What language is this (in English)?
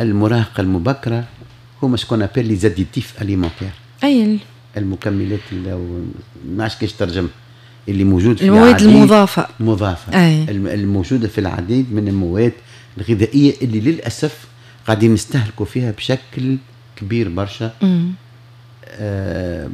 Tunisian Arabic